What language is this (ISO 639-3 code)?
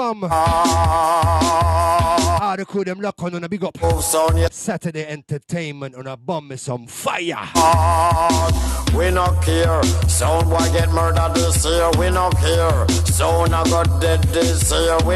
jam